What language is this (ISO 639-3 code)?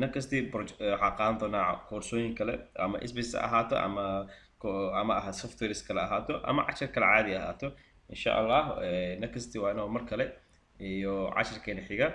som